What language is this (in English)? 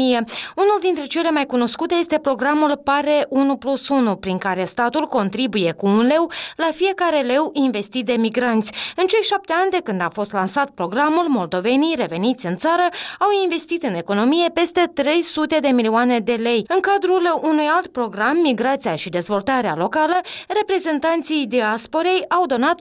Romanian